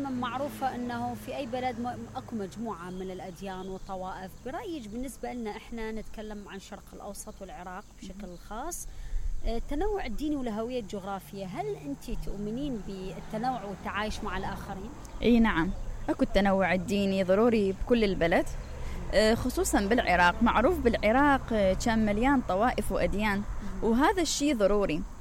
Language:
Mesopotamian Arabic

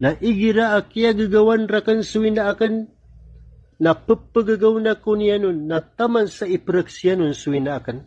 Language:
Maranao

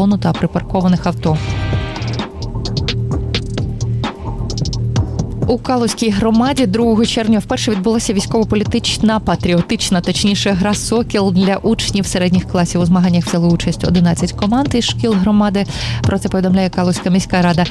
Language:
Ukrainian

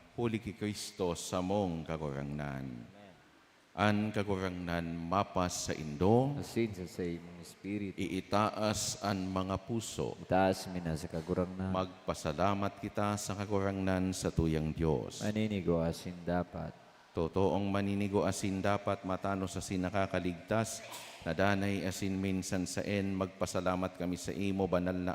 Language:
Bikol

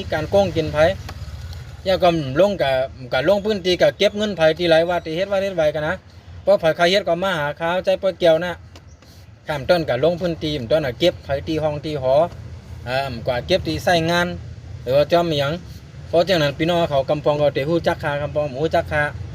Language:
Shan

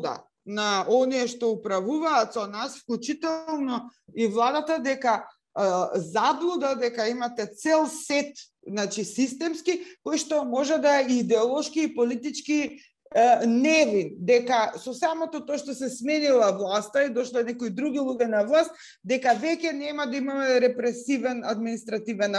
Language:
Macedonian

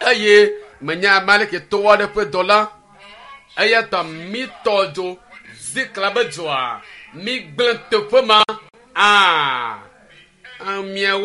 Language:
Ewe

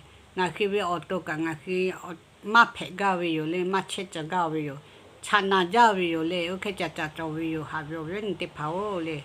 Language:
Lahu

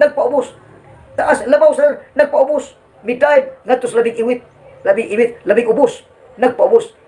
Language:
Cebuano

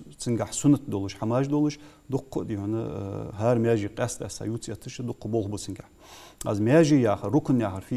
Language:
Ingush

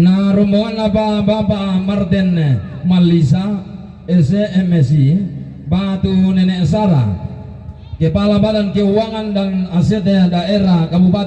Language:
Toraja-Sa'dan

